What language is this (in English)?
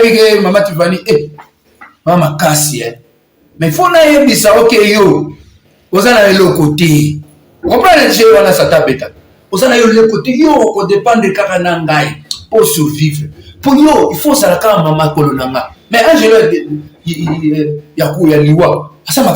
Lingala